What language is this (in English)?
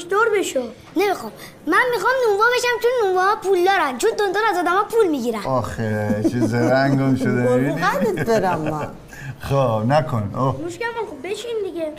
Persian